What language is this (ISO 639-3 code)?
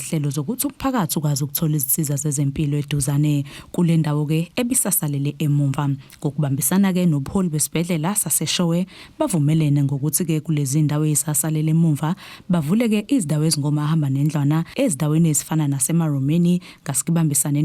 zul